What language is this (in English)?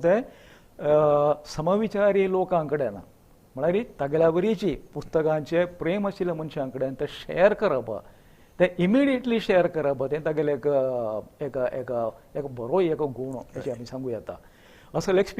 Konkani